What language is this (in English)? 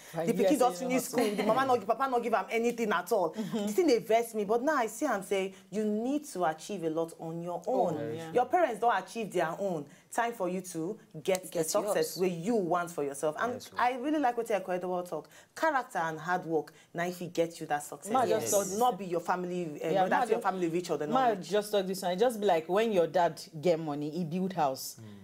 Nigerian Pidgin